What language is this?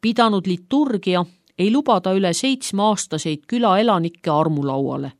Estonian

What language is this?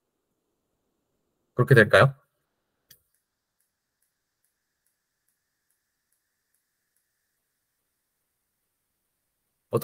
Korean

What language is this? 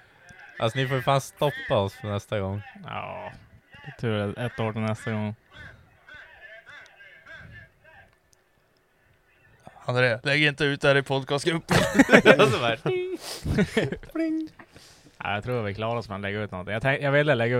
Swedish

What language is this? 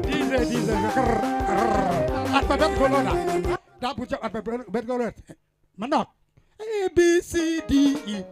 Acoli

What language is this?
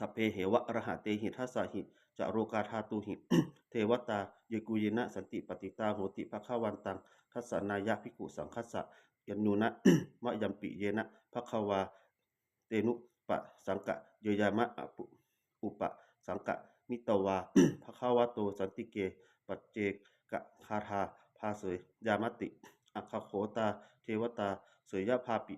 Pali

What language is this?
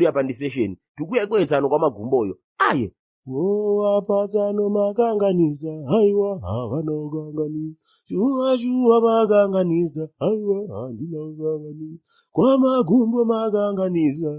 Shona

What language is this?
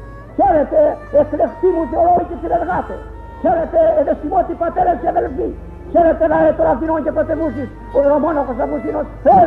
Greek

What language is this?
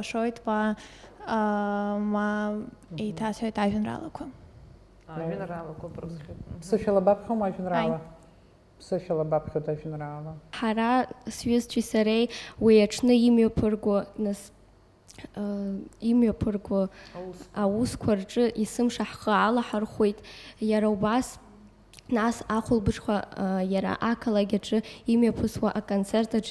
Abkhazian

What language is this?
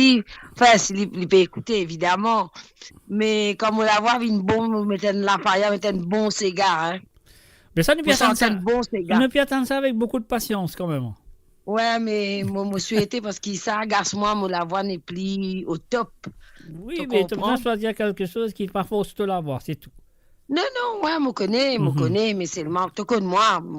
Morisyen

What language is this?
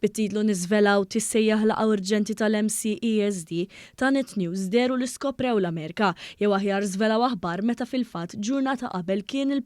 Maltese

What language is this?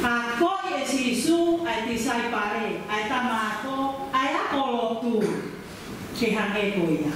Tongan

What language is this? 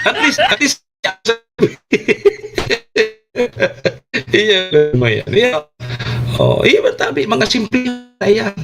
Bikol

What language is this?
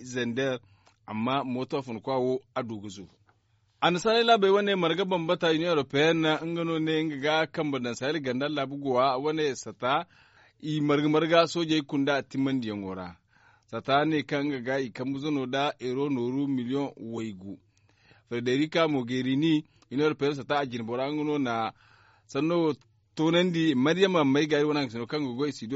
Zarma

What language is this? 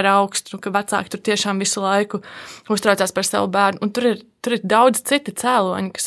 Latvian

